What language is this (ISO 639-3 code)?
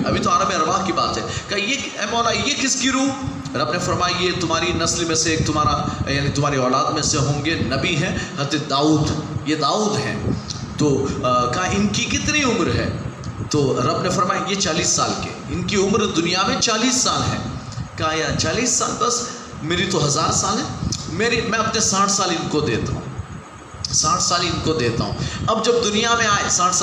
urd